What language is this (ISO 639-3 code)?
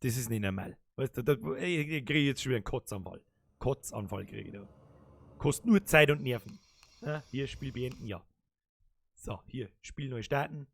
bar